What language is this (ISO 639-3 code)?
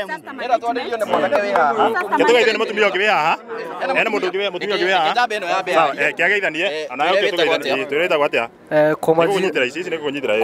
kik